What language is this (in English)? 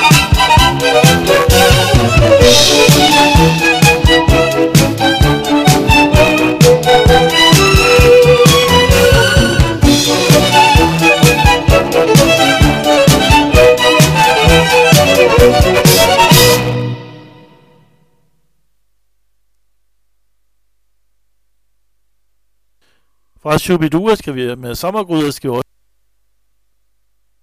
Danish